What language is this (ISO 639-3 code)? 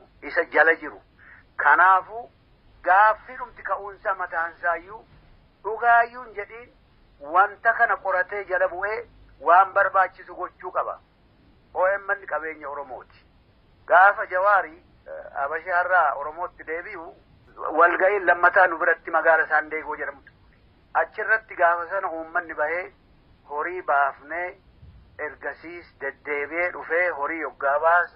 orm